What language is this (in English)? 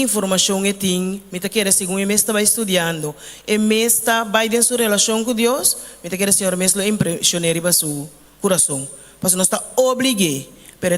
Papiamento